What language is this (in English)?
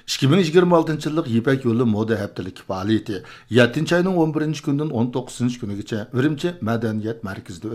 Uyghur